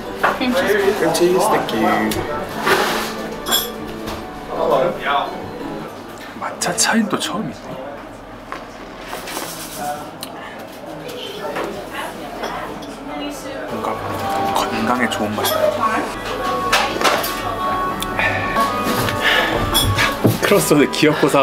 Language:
Korean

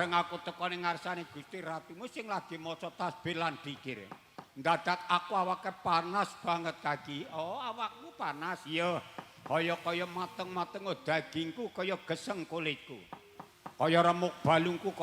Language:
Javanese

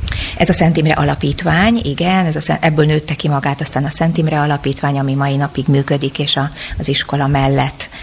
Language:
Hungarian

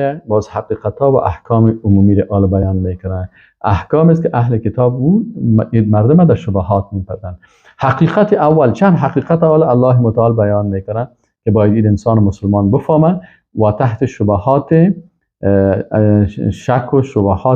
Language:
Persian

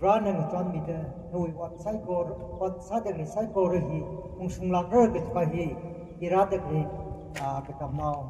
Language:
Tangkhul Naga (India)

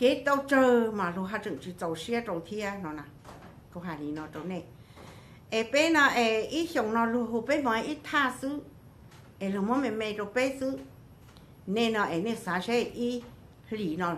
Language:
Hmong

